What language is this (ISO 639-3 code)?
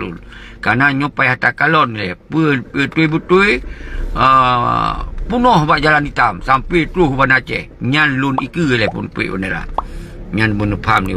ace